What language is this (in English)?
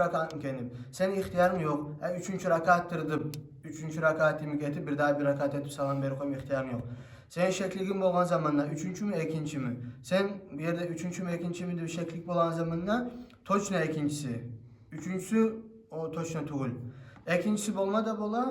Kumyk